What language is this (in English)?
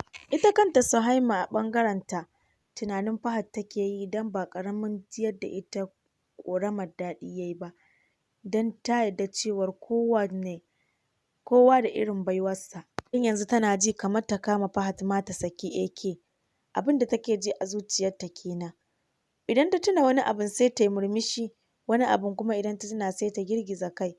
Hausa